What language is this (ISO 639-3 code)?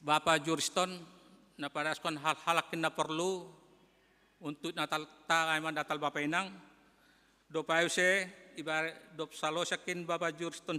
bts